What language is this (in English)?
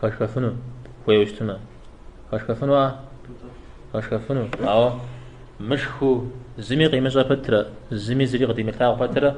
Kabardian